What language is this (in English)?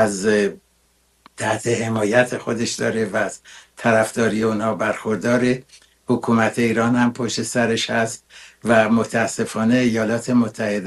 Persian